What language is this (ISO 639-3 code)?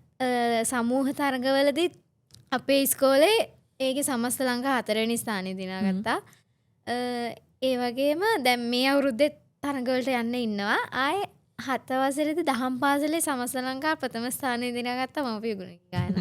sin